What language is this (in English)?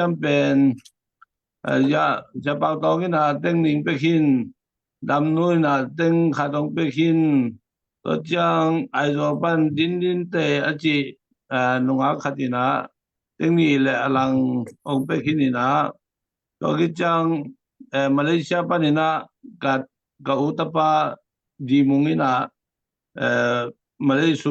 Tedim Chin